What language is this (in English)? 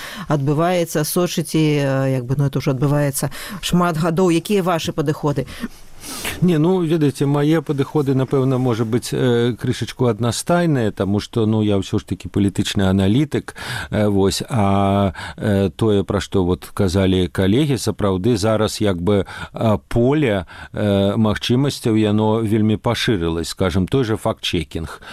Belarusian